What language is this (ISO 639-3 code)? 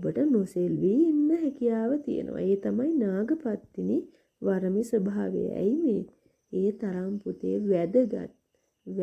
sin